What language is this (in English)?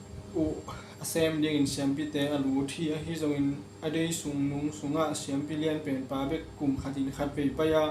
Tedim Chin